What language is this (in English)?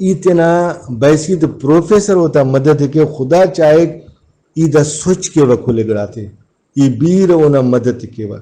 Brahui